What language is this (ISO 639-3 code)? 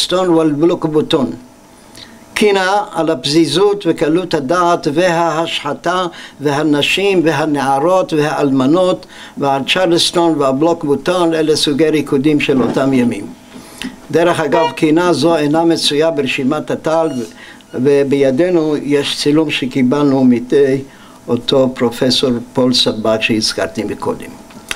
heb